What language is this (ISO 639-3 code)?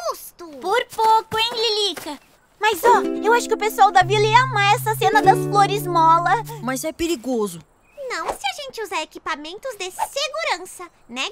por